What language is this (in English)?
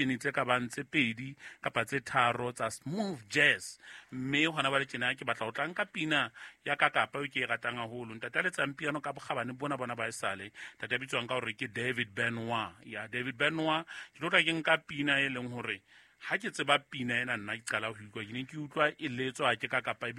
Southern Sotho